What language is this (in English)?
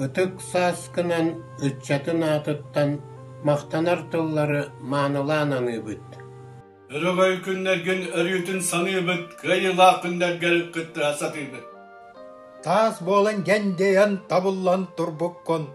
Yakut